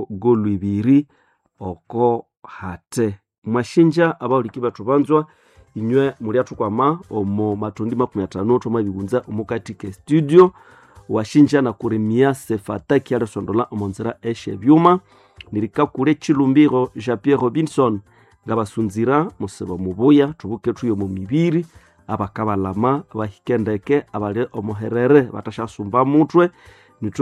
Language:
Nande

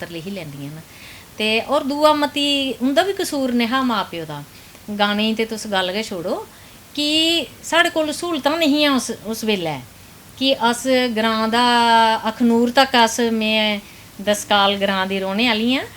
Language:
Dogri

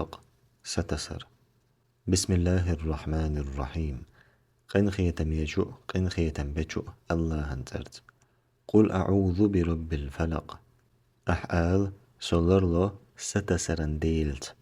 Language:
Chechen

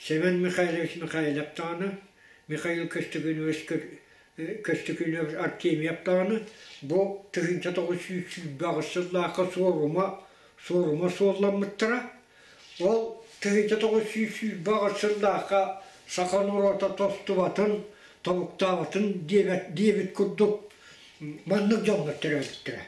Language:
Yakut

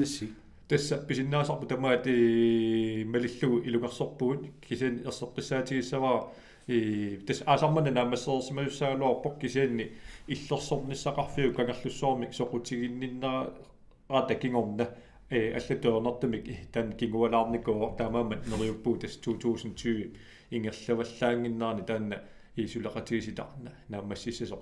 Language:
Kalaallisut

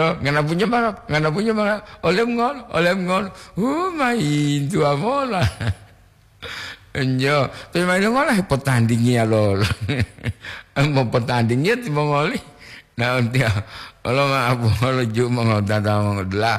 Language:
Gorontalo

